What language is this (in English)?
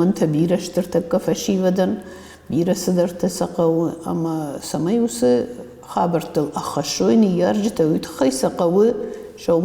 Ossetic